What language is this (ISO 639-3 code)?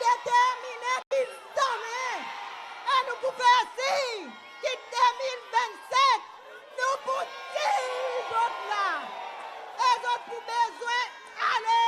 crs